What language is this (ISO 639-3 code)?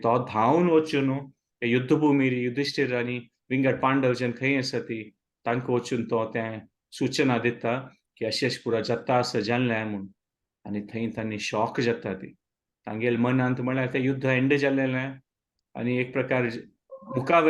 kok